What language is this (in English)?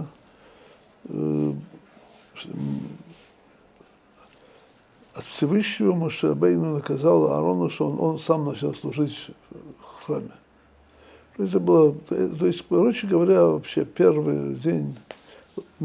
Russian